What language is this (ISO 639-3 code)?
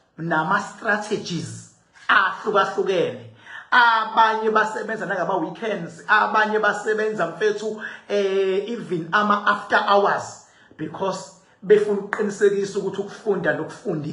zul